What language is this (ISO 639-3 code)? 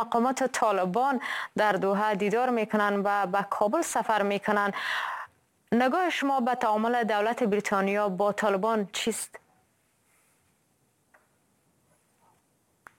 fas